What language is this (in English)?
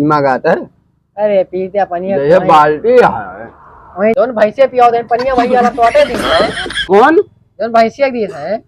Awadhi